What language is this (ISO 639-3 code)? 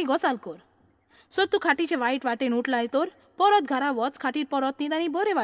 kok